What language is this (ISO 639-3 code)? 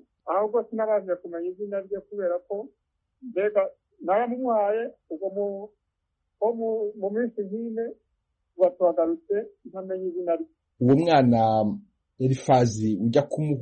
kin